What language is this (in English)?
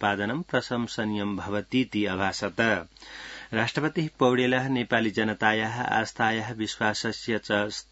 Sanskrit